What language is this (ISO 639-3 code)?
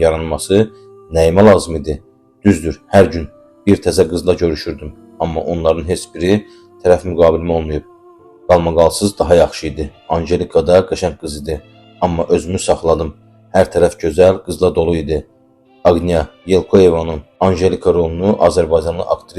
aze